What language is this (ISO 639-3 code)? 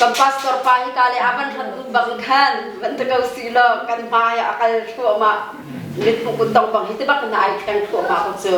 cnh